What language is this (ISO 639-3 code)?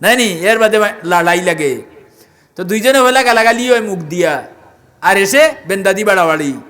syl